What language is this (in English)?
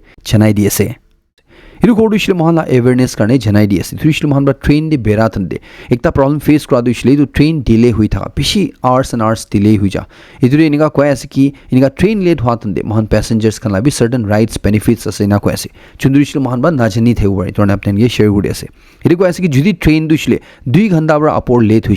Naga Pidgin